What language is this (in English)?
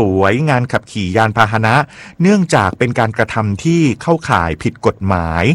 Thai